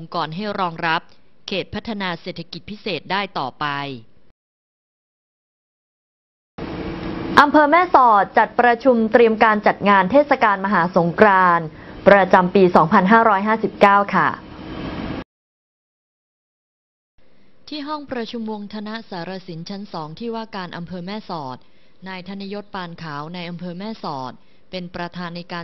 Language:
Thai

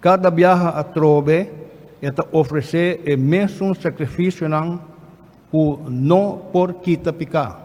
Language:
Papiamento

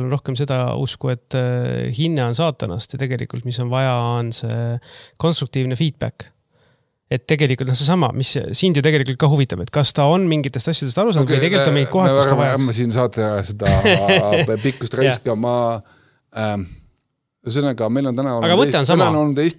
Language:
Estonian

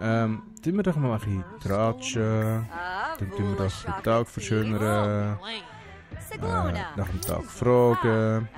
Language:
Swiss German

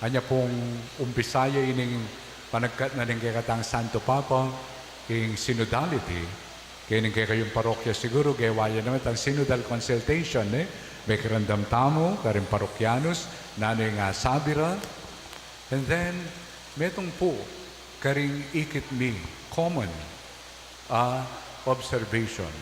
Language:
Pampanga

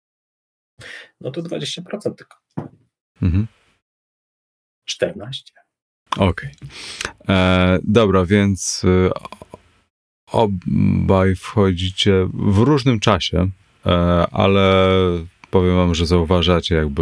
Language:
Polish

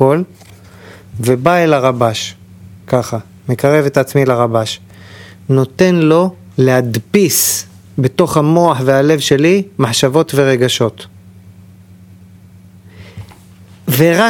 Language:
Hebrew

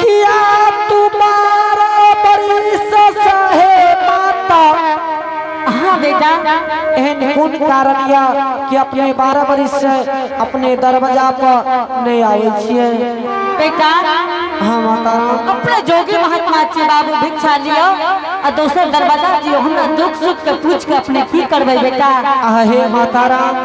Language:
Angika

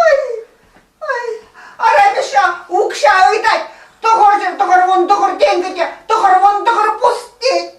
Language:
Chuvash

